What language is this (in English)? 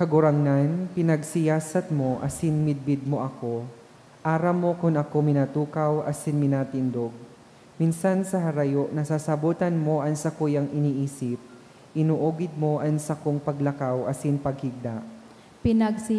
Bikol